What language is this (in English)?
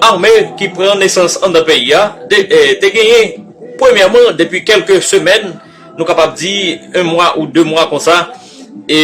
Haitian Creole